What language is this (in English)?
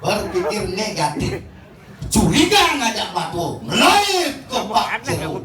Balinese